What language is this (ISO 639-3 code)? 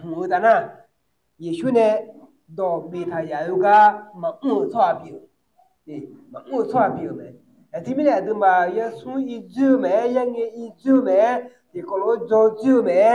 ahk